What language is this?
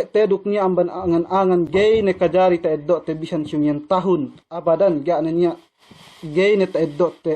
Yakan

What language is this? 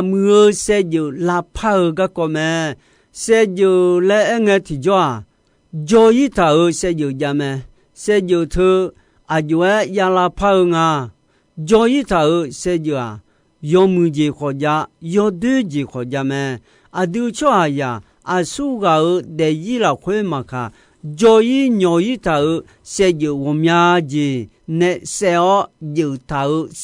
Akha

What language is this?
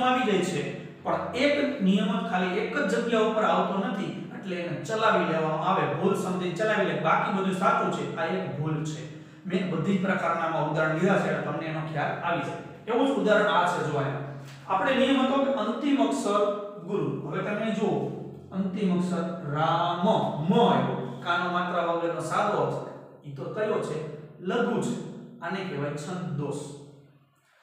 Gujarati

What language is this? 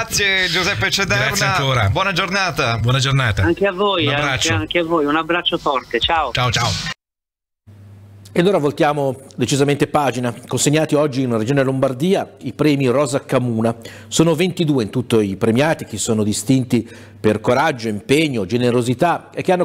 Italian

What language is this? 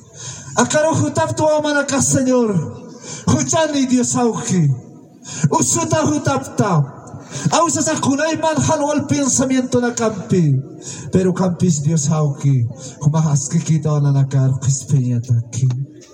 Aymara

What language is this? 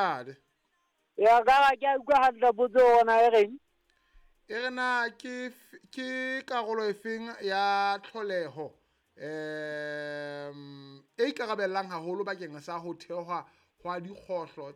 Southern Sotho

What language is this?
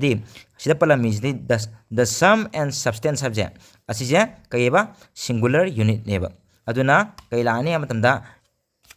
Manipuri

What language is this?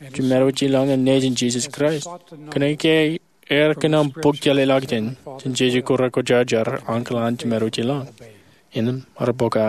Marshallese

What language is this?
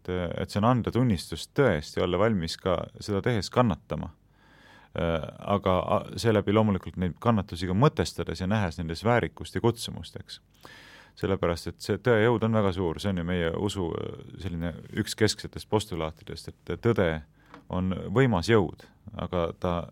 Estonian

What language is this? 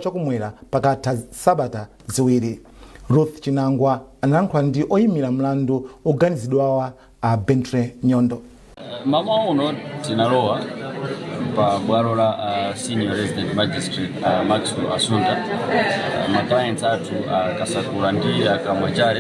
Nyanja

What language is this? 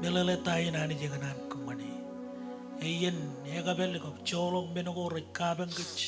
Marshallese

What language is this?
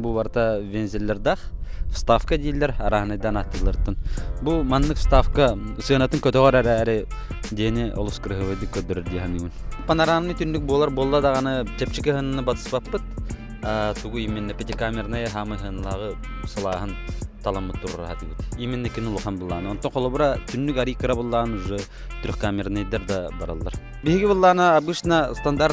Yakut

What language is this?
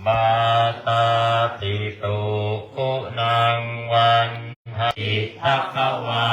Pali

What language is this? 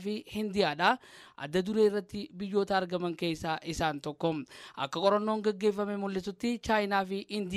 Oromo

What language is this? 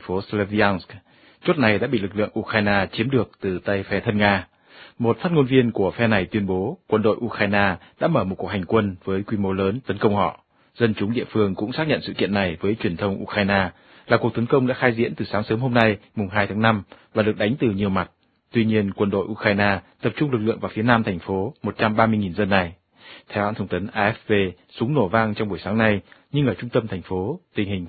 Vietnamese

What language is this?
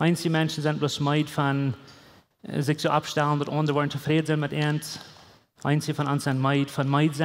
Plautdietsch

